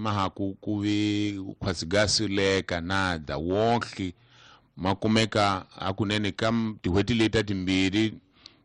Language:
Tsonga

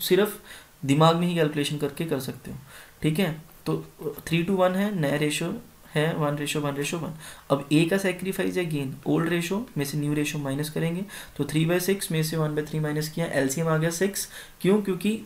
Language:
Hindi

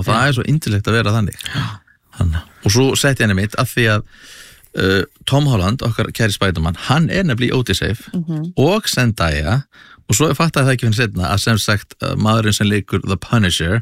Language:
Icelandic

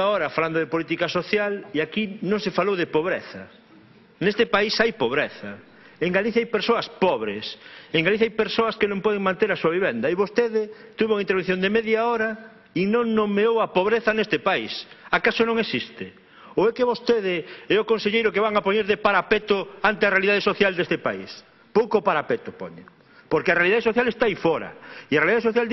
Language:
Galician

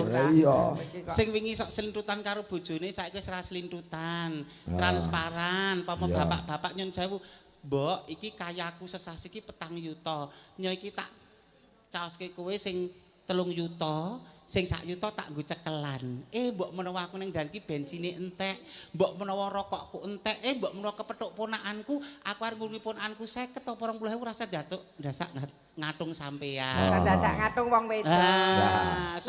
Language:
Javanese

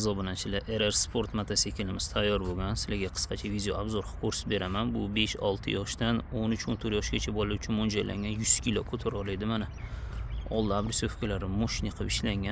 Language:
Uzbek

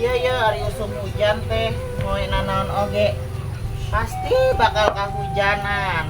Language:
Sundanese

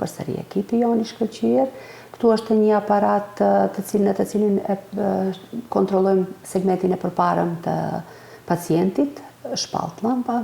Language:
Albanian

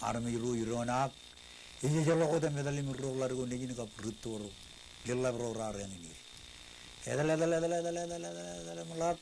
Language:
Marshallese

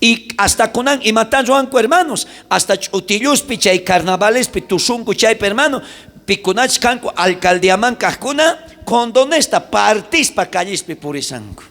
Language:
South Bolivian Quechua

